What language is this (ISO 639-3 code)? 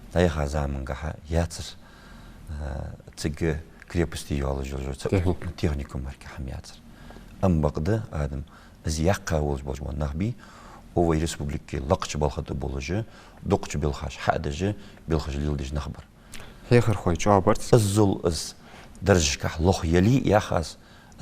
inh